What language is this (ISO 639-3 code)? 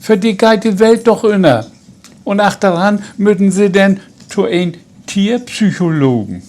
nds